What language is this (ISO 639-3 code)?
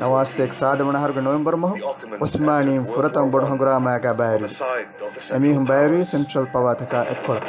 div